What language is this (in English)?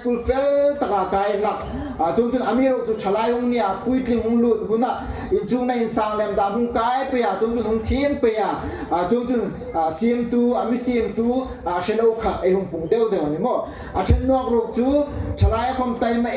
Hmar